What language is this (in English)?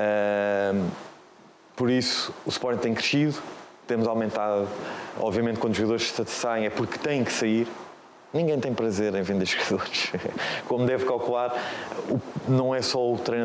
Portuguese